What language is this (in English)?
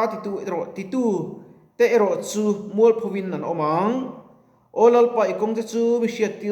Mizo